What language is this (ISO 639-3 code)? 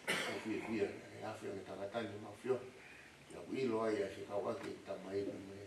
ton